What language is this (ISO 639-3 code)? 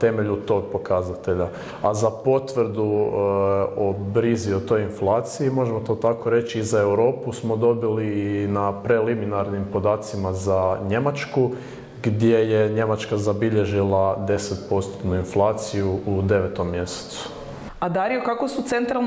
hrv